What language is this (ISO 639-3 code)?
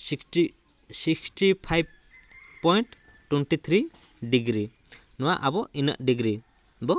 sat